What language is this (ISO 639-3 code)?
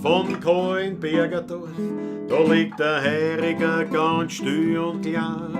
bar